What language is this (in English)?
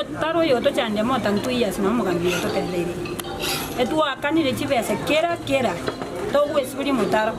Gusii